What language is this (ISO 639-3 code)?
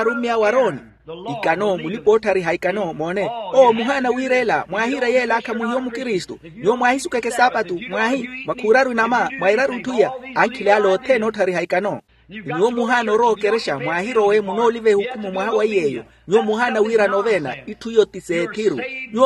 vmw